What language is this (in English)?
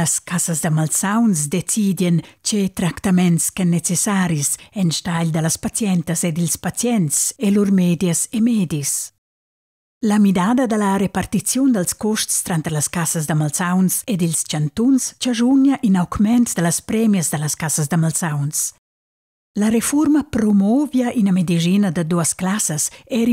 Romansh